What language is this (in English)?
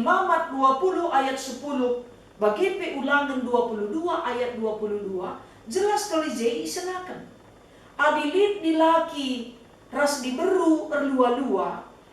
Batak Karo